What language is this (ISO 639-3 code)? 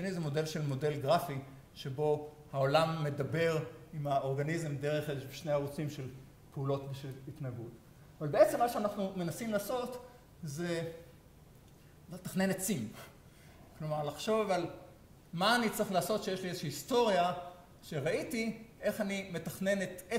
heb